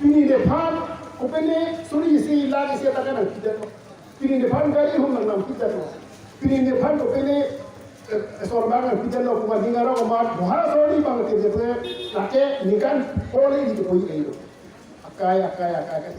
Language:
Karbi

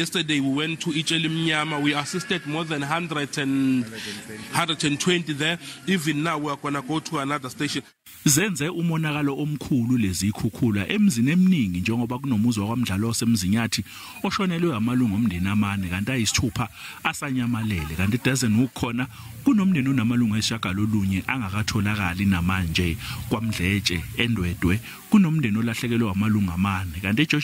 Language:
Zulu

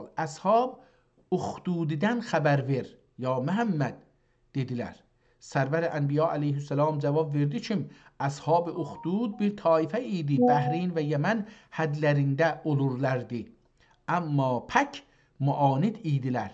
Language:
South Azerbaijani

